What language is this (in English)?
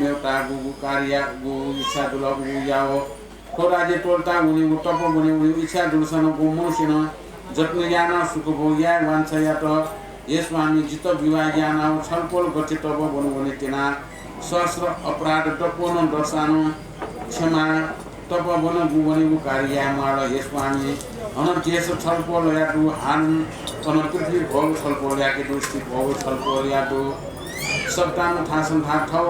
Newari